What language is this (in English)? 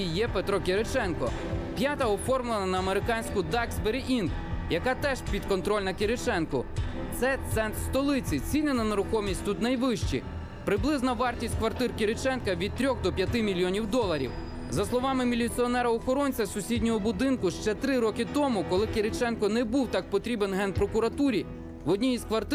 Ukrainian